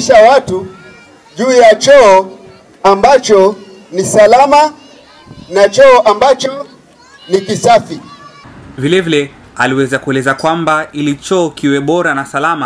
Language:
Swahili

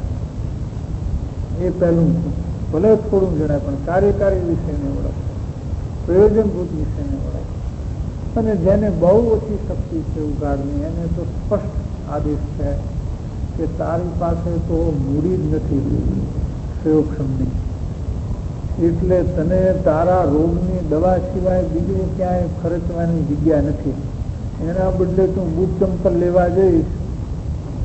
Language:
Gujarati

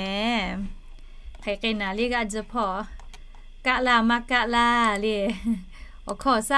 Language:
Lahu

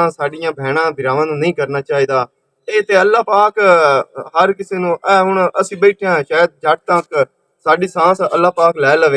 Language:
Western Panjabi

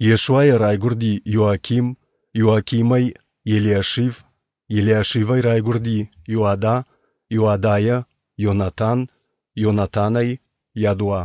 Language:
Ossetic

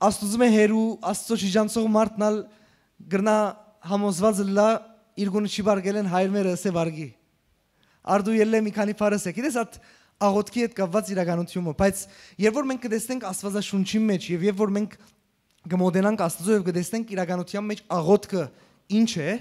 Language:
Western Armenian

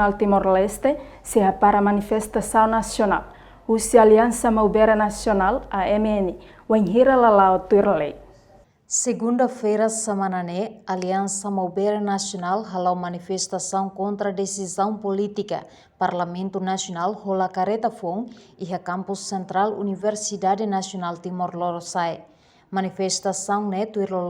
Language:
Tetum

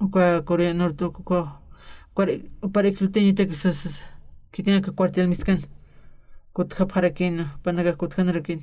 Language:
Aymara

